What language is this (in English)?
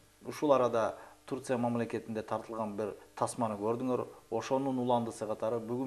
Kyrgyz